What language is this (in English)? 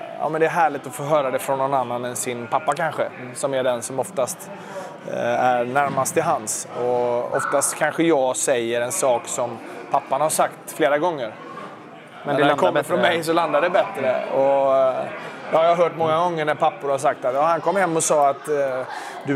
Swedish